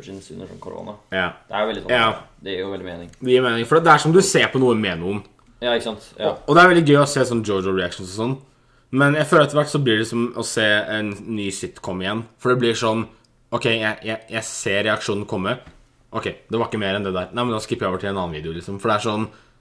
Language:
Norwegian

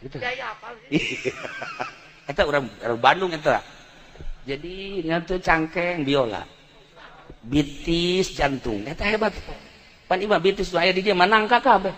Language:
Sundanese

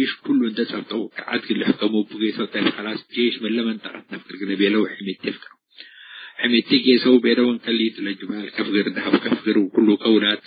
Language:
Tigre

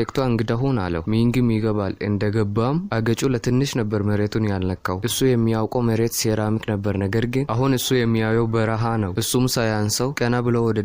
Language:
Amharic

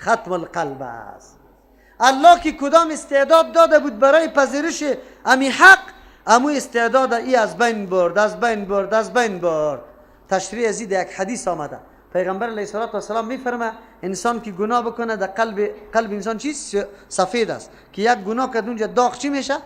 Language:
Persian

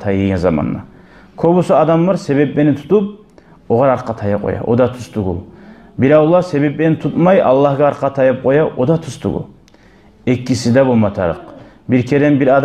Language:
Kumyk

